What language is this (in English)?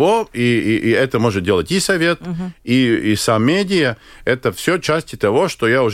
Russian